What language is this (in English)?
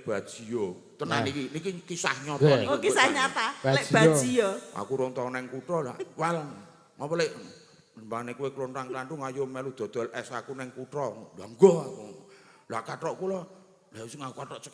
Javanese